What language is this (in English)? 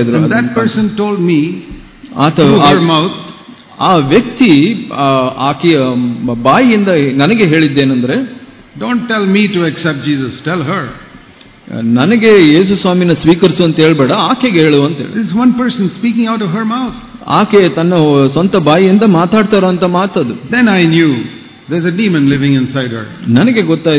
Kannada